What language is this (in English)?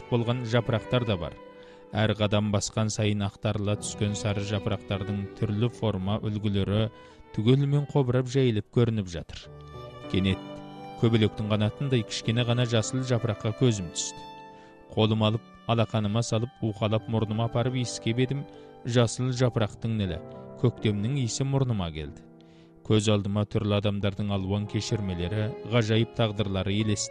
Kazakh